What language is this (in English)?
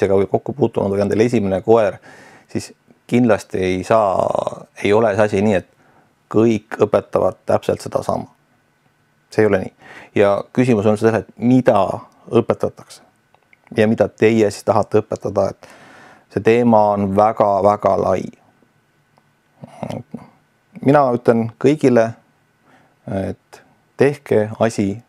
Estonian